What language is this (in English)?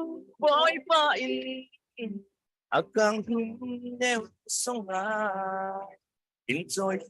Falam Chin